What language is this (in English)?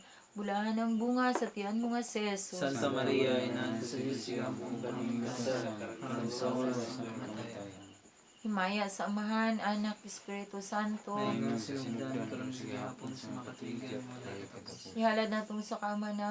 Cebuano